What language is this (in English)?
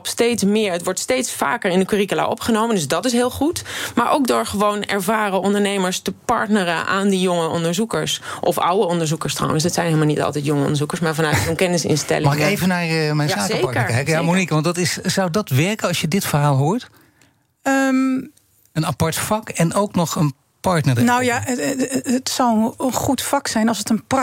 Dutch